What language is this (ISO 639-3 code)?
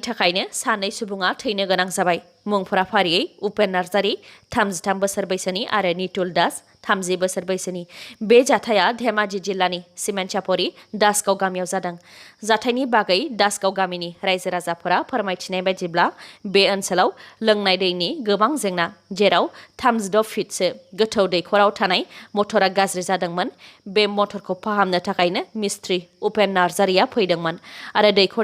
brx